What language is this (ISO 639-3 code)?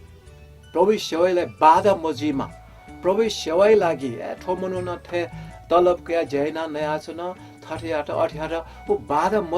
new